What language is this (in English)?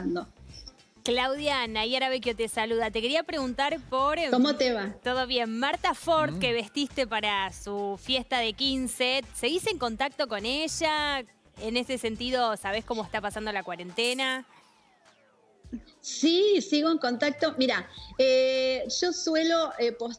Spanish